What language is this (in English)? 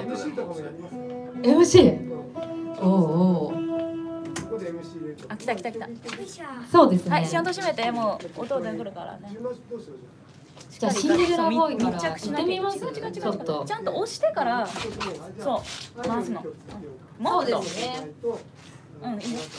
Japanese